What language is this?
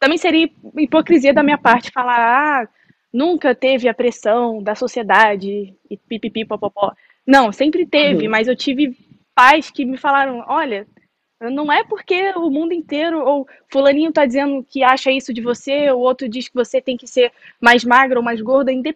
Portuguese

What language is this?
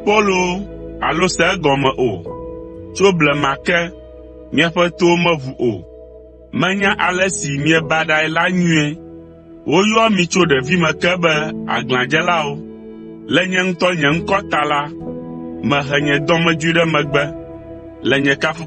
Ewe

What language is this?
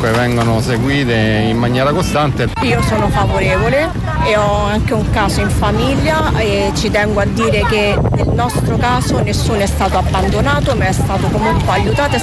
Italian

